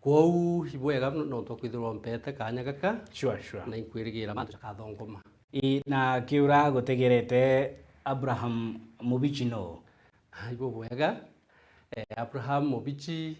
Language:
Meru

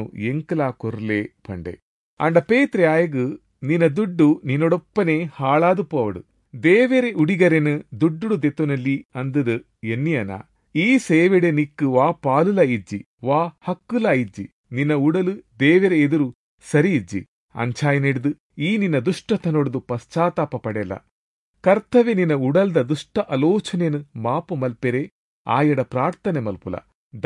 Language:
Tulu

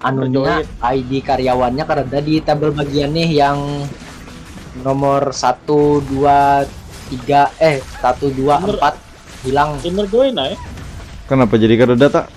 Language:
Banjar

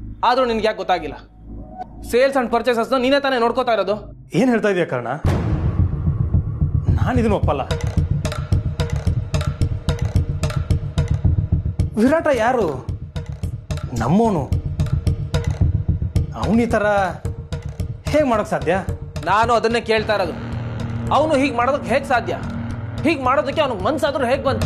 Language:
Kannada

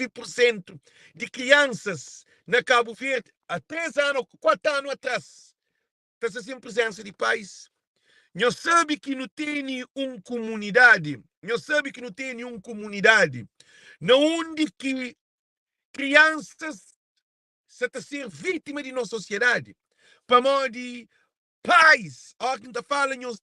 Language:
Kabuverdianu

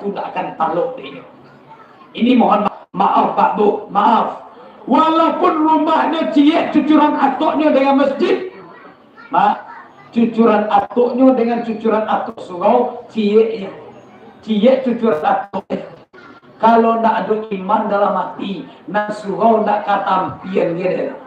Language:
Minangkabau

